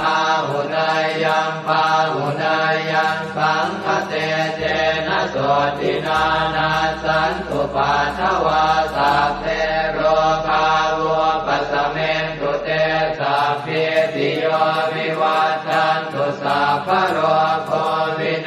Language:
Pali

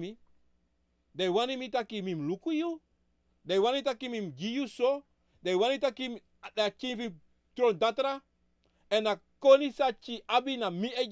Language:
Sranan Tongo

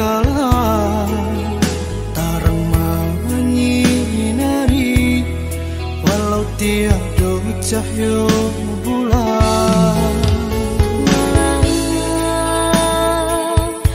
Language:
Minangkabau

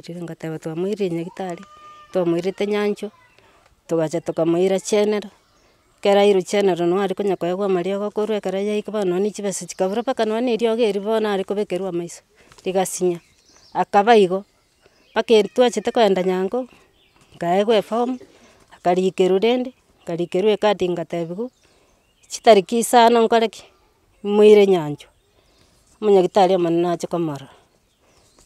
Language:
Gusii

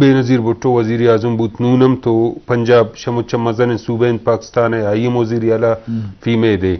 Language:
Eastern Balochi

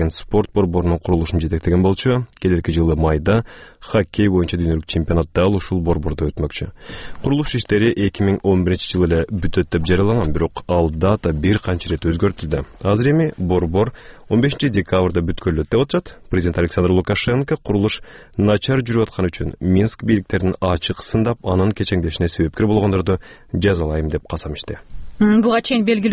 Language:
Kyrgyz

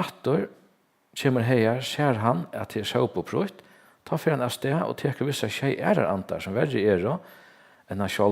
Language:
Faroese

